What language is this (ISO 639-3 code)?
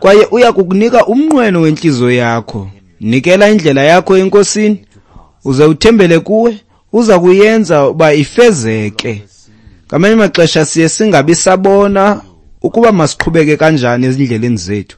xho